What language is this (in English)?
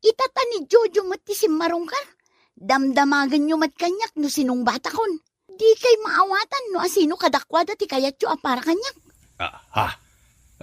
Iloko